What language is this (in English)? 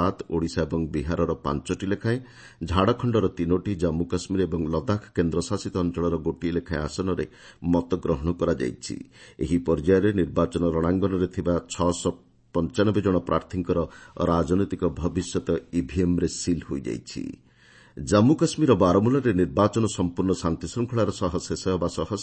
Odia